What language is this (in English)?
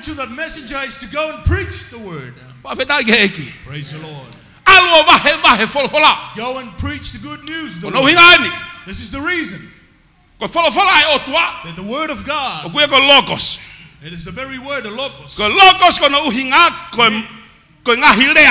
Tongan